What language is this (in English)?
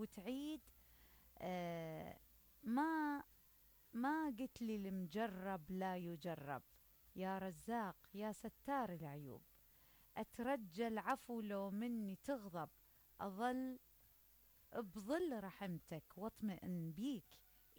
Mesopotamian Arabic